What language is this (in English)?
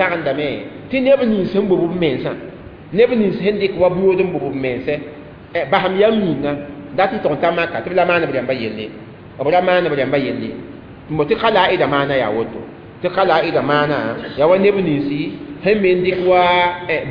Mossi